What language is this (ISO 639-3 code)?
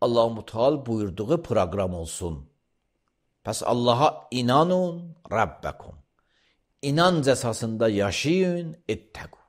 aze